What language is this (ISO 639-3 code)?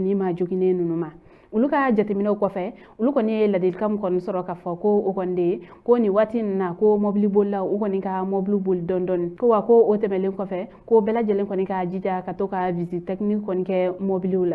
bam